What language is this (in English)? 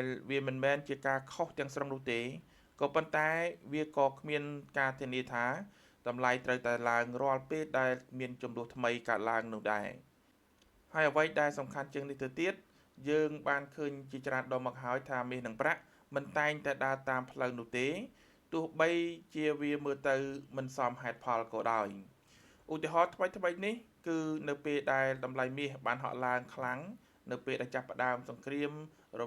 Khmer